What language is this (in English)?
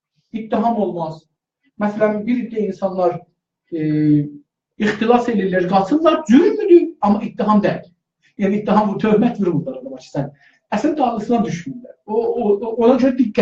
South Azerbaijani